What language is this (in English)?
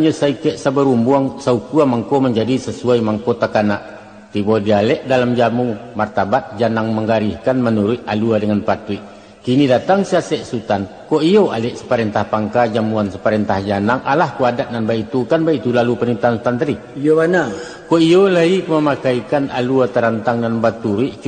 Minangkabau